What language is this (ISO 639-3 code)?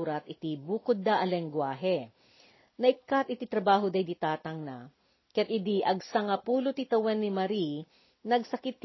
ilo